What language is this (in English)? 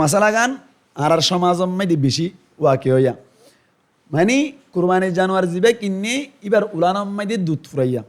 Rohingya